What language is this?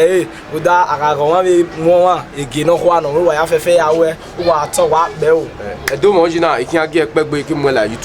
Bini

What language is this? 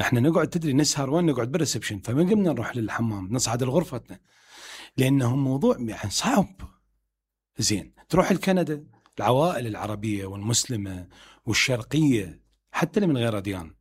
Mesopotamian Arabic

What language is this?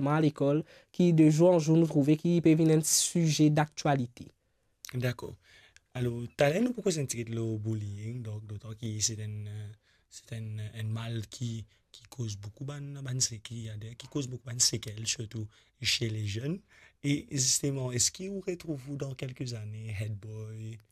Morisyen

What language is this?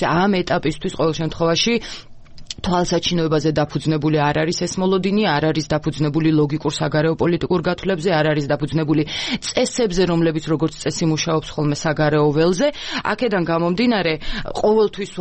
Georgian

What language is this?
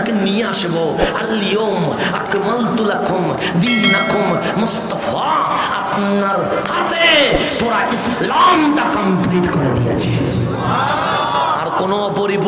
Bangla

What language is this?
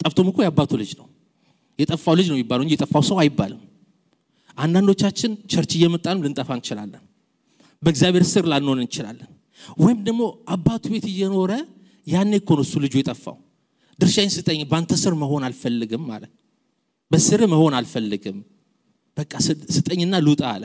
Amharic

